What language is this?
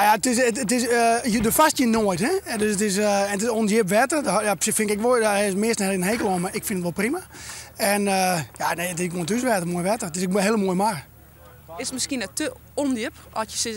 Western Frisian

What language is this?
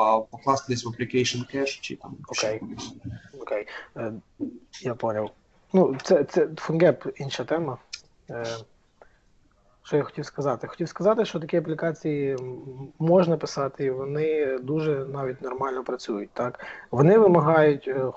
Ukrainian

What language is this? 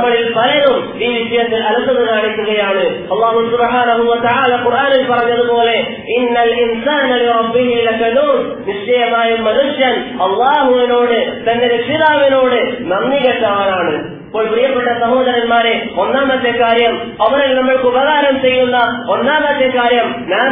Malayalam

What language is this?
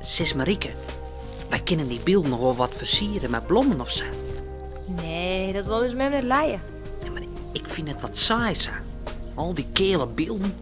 Western Frisian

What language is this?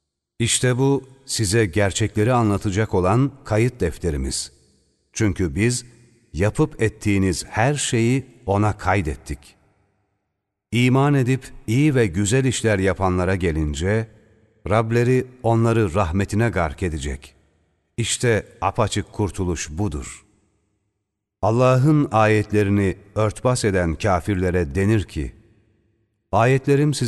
Turkish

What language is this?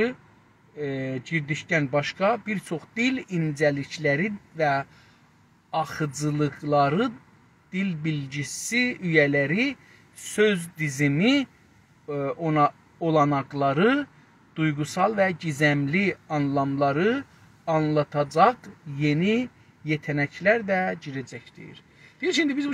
South Azerbaijani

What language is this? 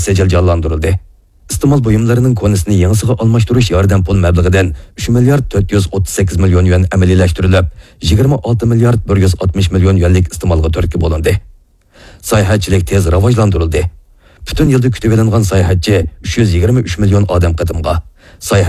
Uyghur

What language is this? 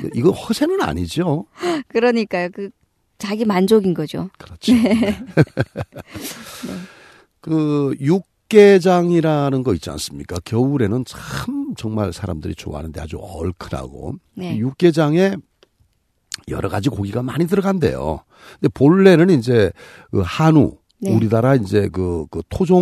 Korean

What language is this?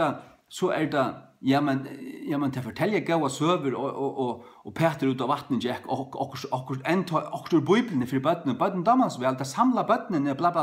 Faroese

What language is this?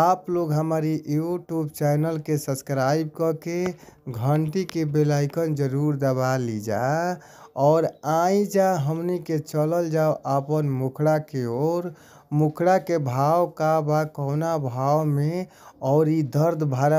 Bhojpuri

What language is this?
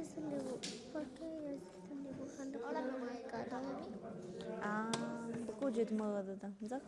Tlahuitoltepec Mixe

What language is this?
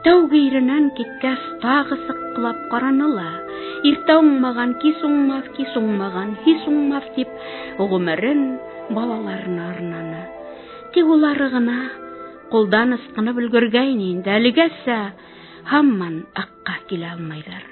Bashkir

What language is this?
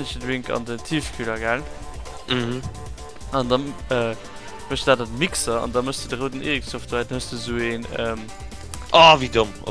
Luxembourgish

